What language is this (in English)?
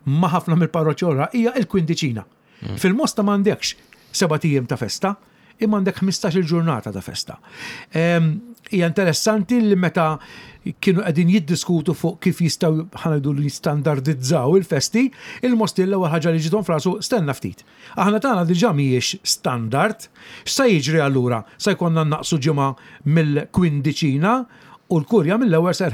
Maltese